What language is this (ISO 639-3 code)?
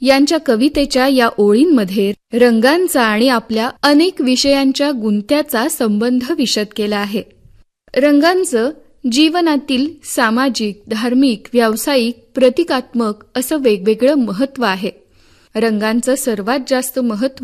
mar